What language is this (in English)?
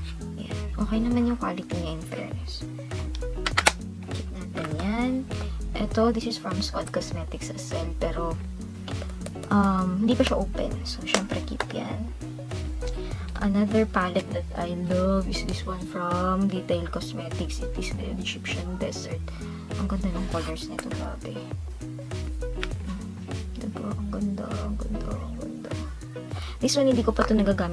Filipino